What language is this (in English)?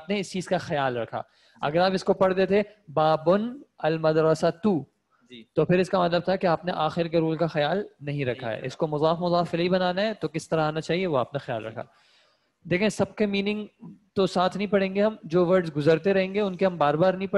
Urdu